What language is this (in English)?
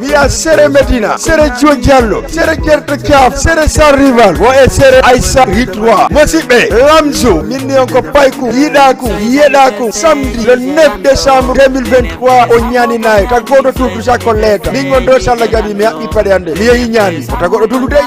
Fula